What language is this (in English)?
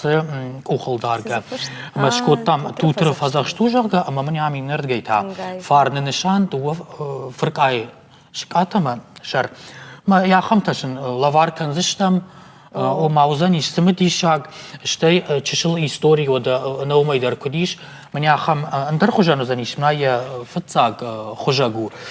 Ossetic